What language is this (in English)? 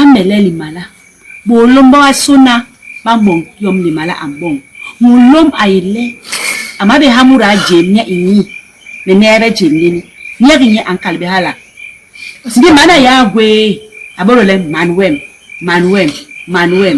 Basaa